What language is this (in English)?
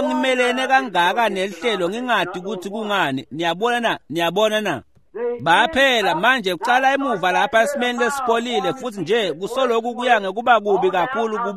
Swati